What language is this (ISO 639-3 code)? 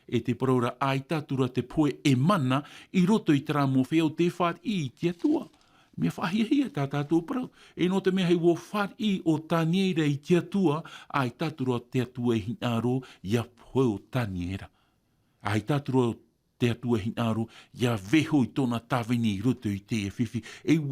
tah